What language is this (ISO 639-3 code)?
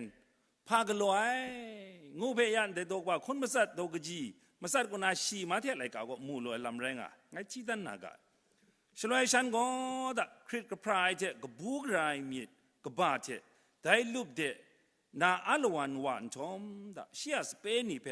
kac